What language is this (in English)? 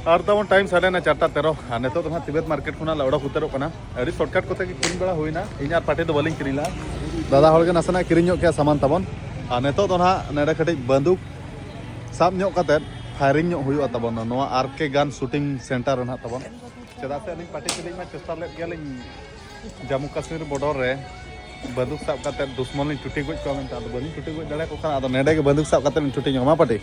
Santali